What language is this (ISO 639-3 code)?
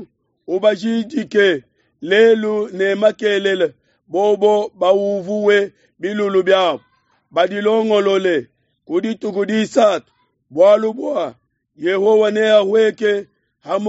lua